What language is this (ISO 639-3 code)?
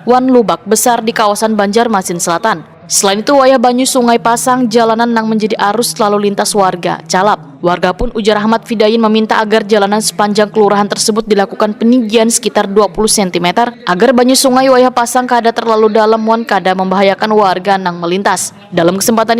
bjn